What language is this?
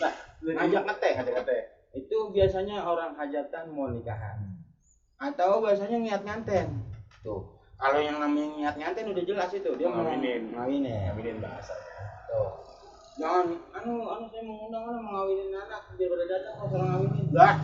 Betawi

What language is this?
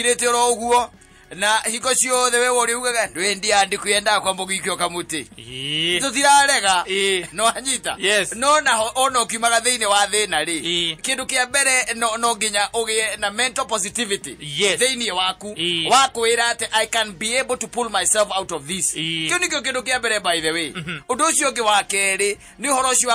Kikuyu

